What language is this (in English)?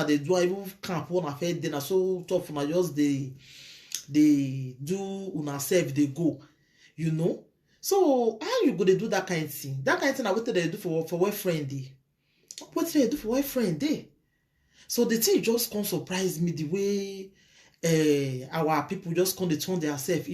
Nigerian Pidgin